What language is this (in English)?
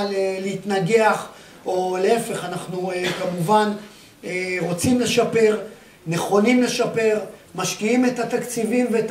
Hebrew